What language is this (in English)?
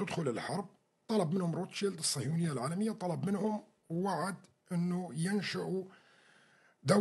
North Levantine Arabic